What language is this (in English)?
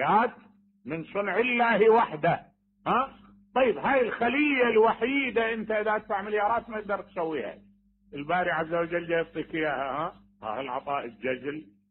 Mesopotamian Arabic